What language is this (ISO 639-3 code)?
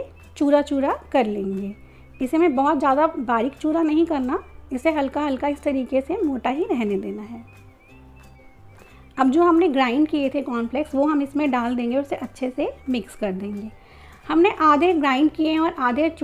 hin